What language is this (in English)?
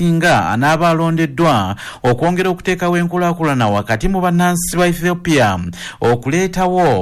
Ganda